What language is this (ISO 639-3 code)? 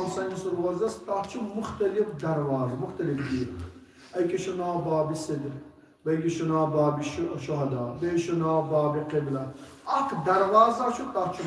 kas